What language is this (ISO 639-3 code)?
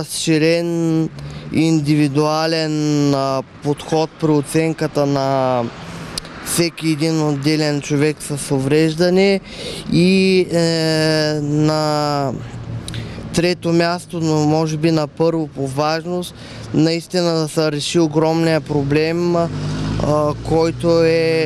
bul